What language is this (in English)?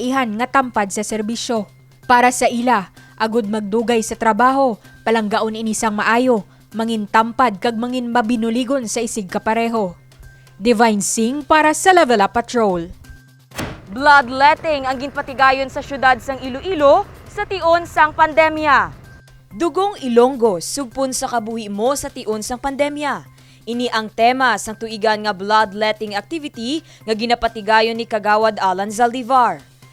Hiligaynon